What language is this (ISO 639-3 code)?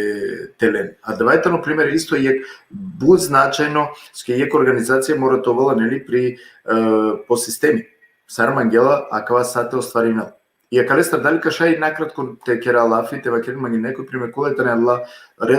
rmn